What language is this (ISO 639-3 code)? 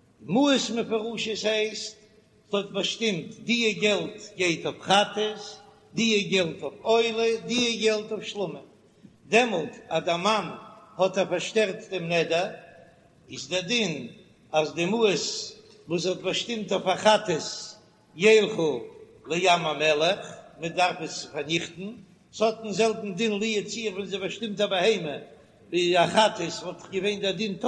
yid